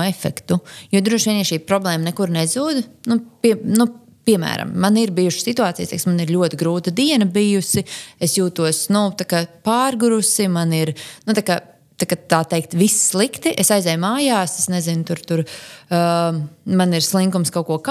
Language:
Latvian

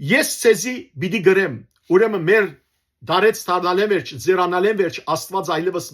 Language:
Western Armenian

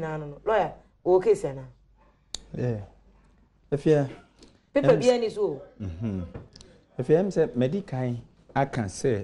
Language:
Akan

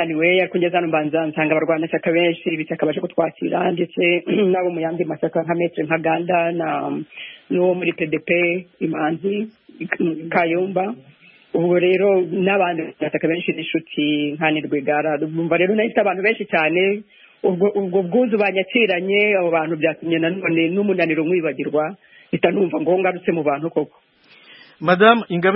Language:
Kinyarwanda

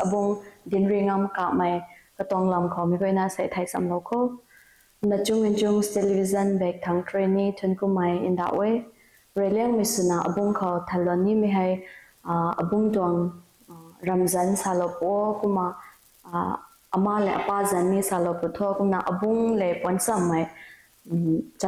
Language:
Rongmei Naga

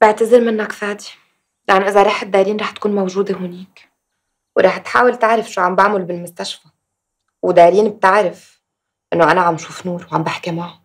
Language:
North Levantine Arabic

